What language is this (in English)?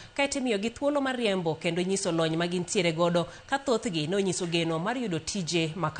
Luo (Kenya and Tanzania)